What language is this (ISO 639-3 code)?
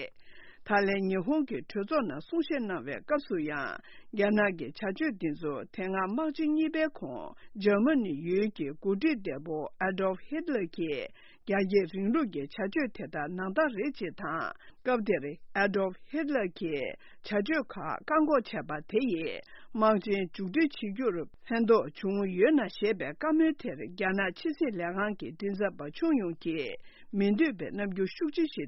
bod